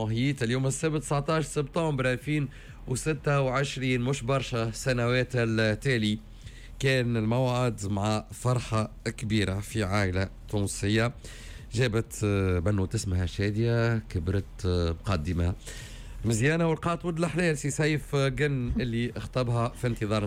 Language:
Tunisian Arabic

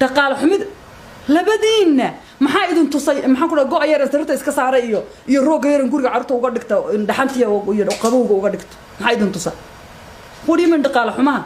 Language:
Somali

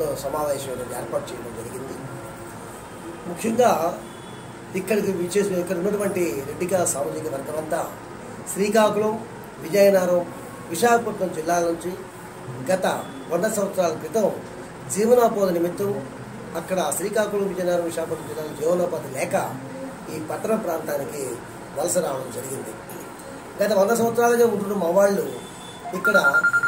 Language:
Telugu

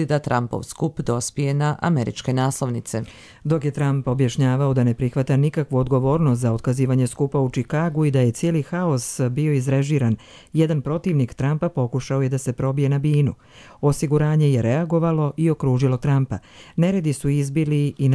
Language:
Croatian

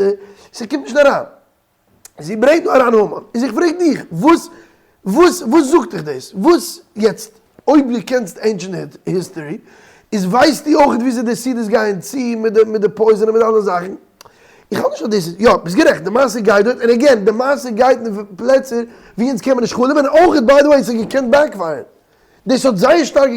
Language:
Yiddish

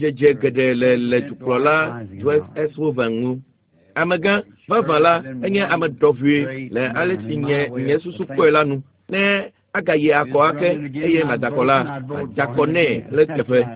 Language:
Ewe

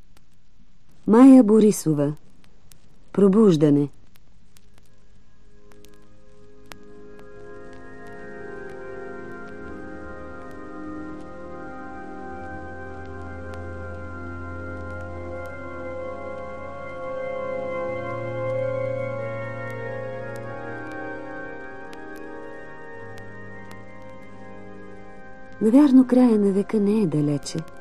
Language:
Bulgarian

